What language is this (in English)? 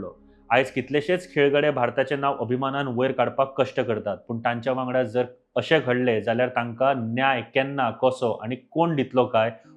Konkani